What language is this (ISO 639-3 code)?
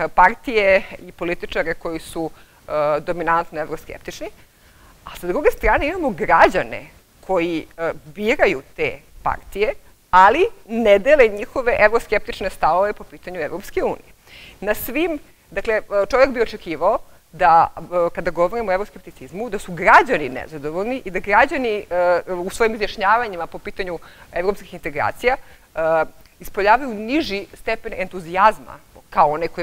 srp